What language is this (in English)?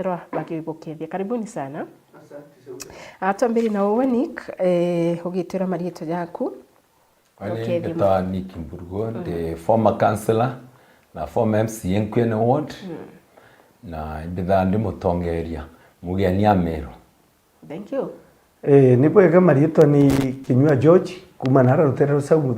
Meru